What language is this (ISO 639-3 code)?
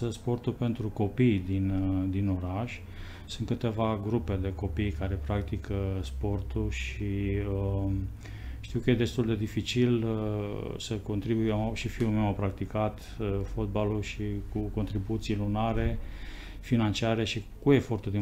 ron